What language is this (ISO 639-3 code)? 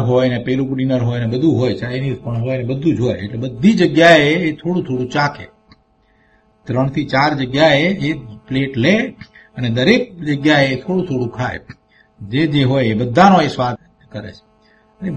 guj